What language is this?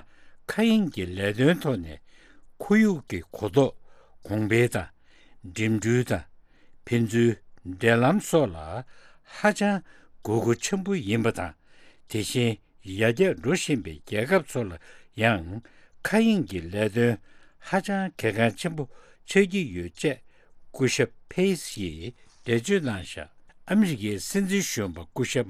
Tibetan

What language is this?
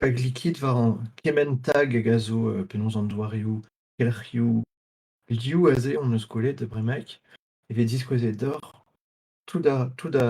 Breton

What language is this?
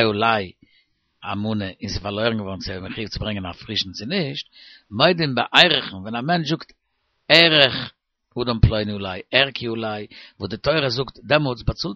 Yiddish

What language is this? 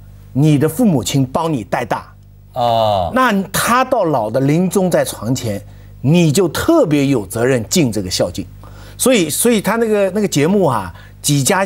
Chinese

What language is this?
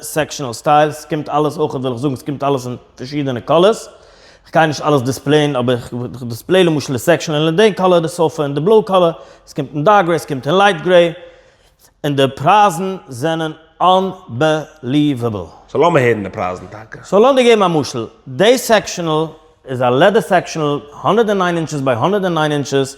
Yiddish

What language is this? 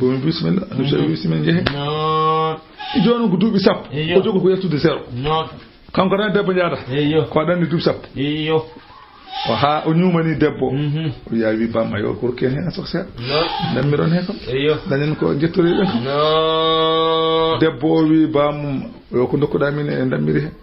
Fula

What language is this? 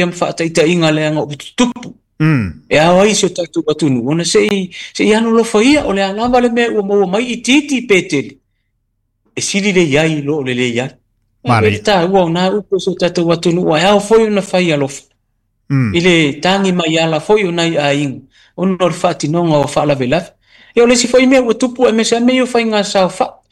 Samoan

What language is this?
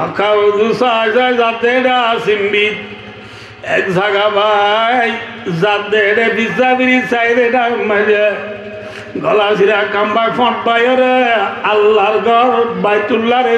Rohingya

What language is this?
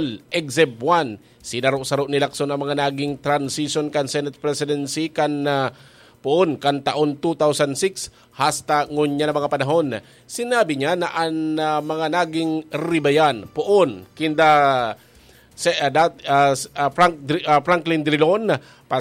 Bikol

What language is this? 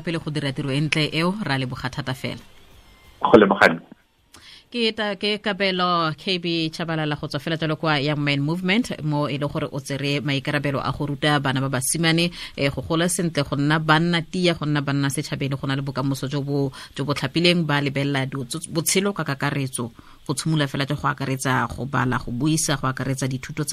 Tswana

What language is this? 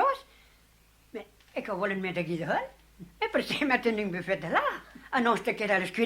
Occitan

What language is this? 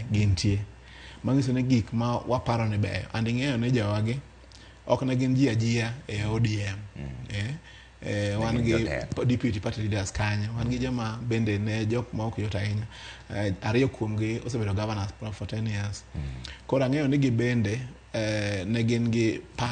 Luo (Kenya and Tanzania)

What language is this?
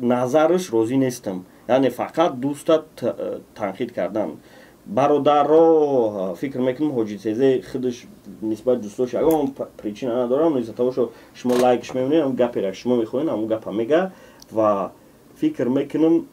Tajik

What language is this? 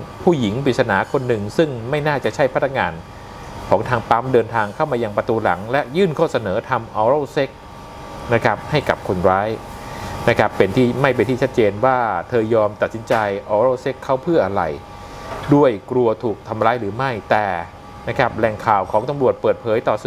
Thai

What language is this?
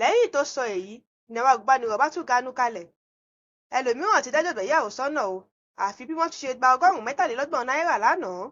Yoruba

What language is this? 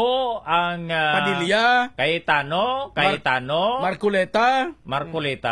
Hiligaynon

